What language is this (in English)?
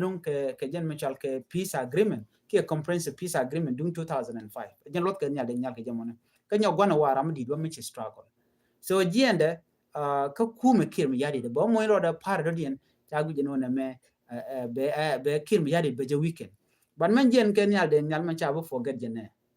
Nuer